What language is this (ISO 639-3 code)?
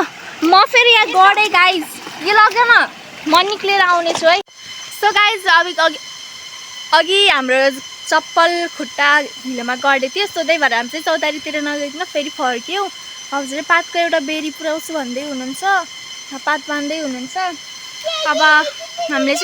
nep